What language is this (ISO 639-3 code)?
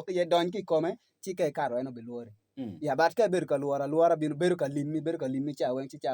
ach